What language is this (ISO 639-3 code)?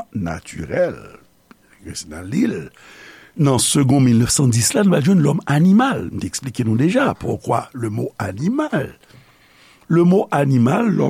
hat